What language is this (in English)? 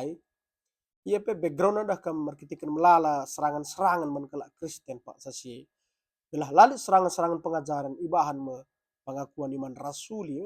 Batak Karo